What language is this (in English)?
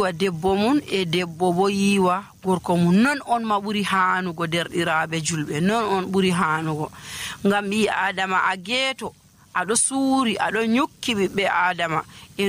Nigerian Fulfulde